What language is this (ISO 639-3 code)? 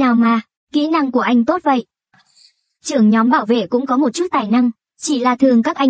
vie